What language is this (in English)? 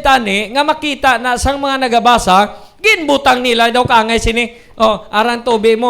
Hiligaynon